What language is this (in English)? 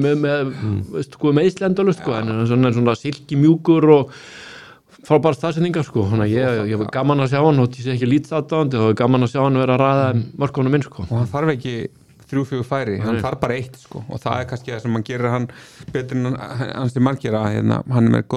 Icelandic